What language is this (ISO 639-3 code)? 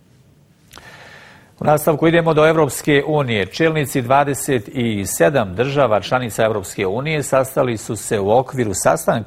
bos